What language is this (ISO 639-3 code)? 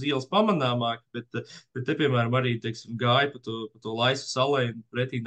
lav